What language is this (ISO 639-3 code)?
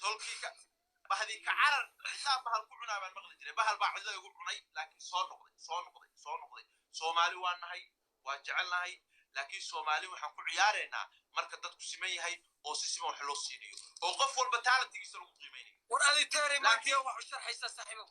som